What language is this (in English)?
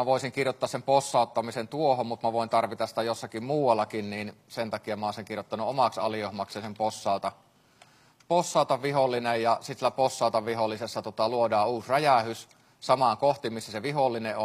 Finnish